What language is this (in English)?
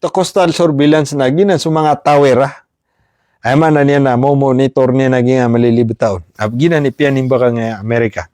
Maranao